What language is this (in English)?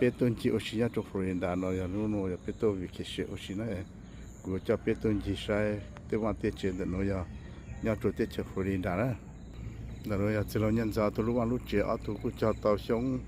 Hmong